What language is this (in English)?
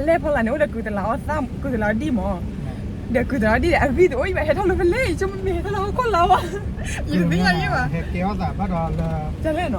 S'gaw Karen